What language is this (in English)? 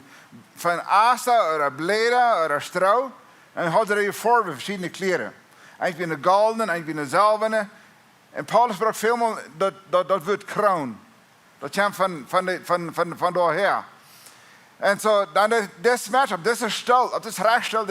Plautdietsch